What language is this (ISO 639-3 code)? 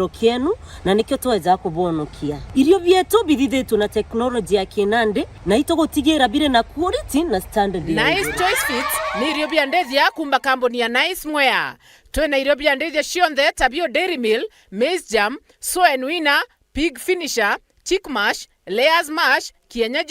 mer